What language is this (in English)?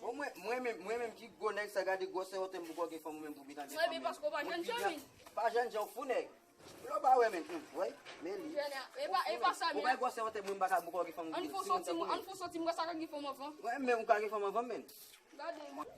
Haitian Creole